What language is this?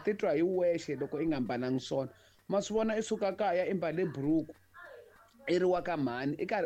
Tsonga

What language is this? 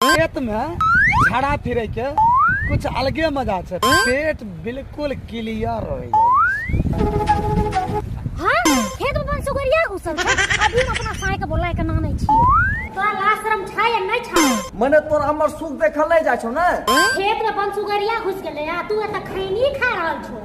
Maithili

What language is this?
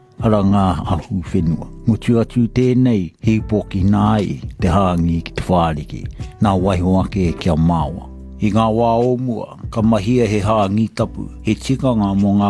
Māori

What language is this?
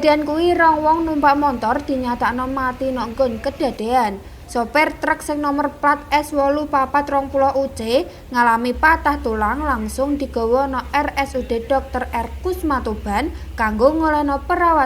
Javanese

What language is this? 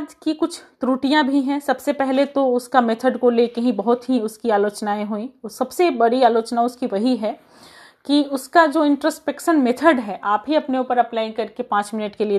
Hindi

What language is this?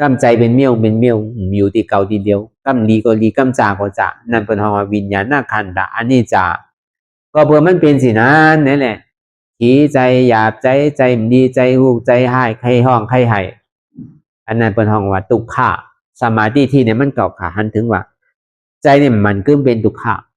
Shan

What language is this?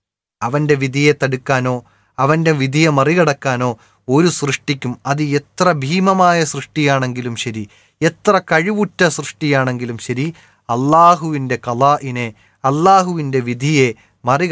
Malayalam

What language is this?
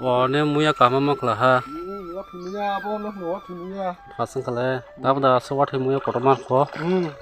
Kok Borok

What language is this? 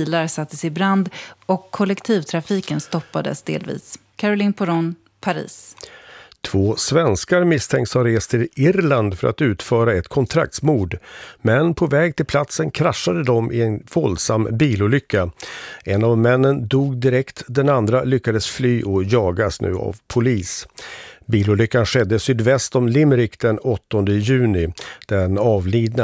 Swedish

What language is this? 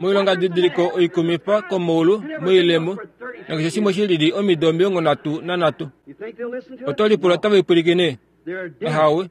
Kuanyama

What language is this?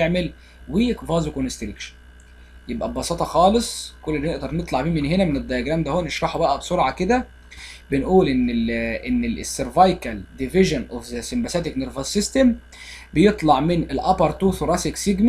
Egyptian Arabic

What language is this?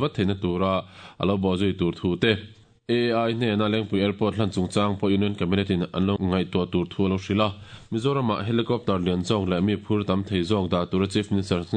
Mizo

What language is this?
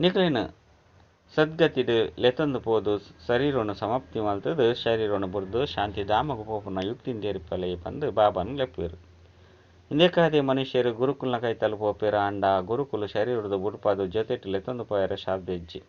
Tulu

